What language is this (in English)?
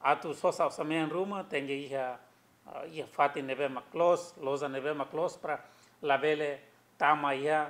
Tetum